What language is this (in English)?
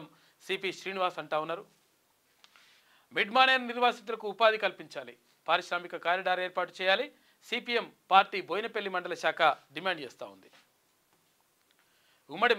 Telugu